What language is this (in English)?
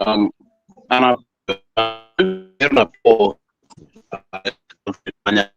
Acoli